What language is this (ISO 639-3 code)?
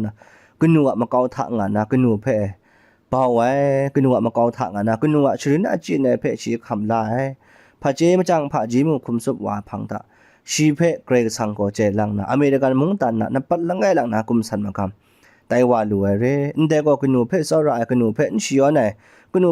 kac